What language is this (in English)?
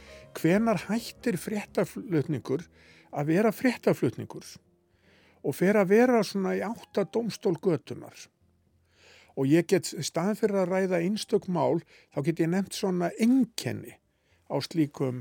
Icelandic